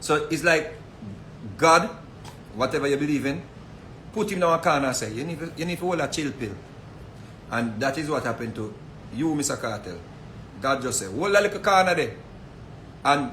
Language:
Jamaican Creole English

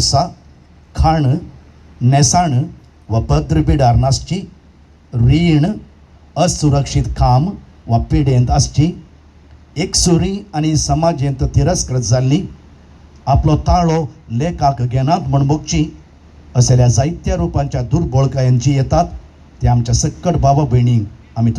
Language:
Konkani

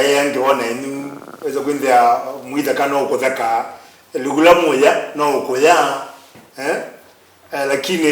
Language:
Kamba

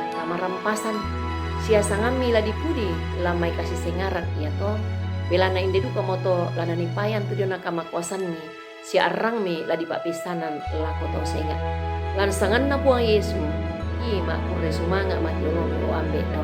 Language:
Toraja-Sa'dan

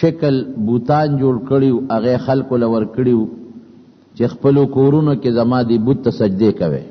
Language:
Pashto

